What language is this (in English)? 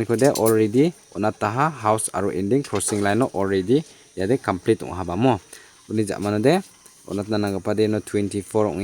Garo